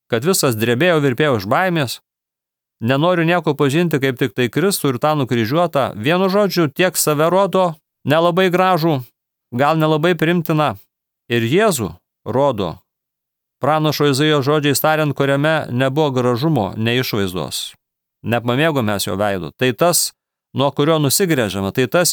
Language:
Lithuanian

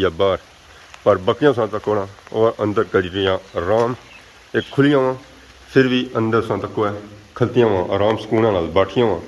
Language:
Pahari-Potwari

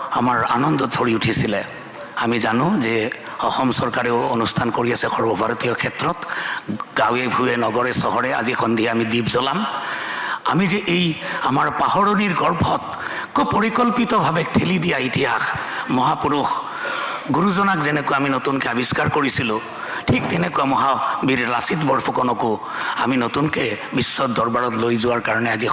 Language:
Assamese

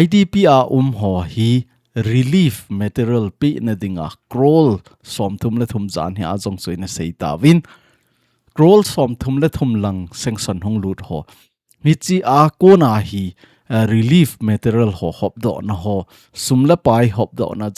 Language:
Thado Chin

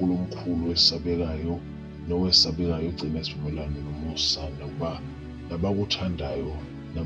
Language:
Zulu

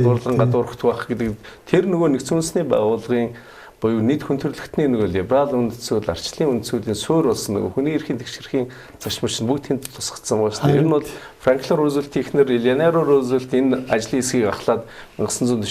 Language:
Mongolian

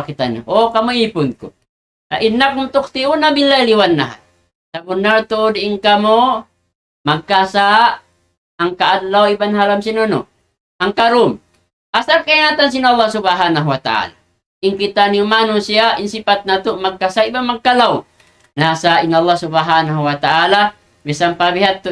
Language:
Tausug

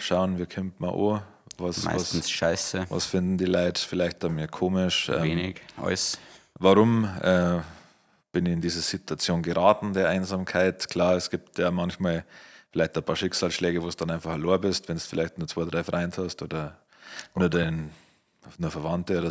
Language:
Bavarian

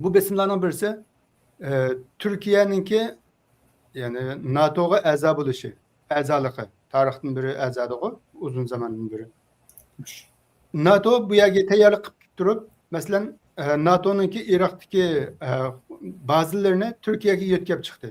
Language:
Uyghur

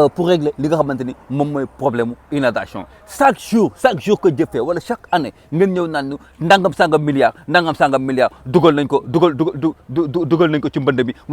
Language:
Wolof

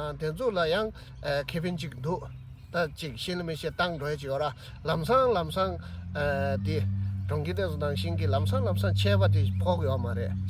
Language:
Tibetan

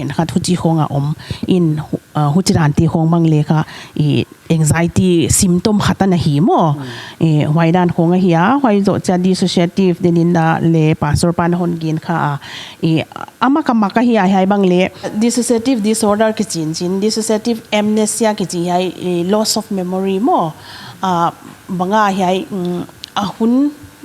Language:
Paite Chin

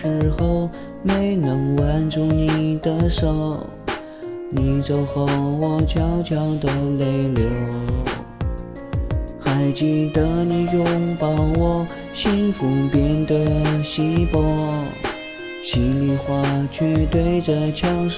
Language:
Chinese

